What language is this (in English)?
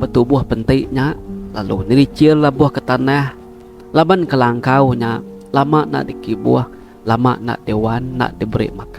Iban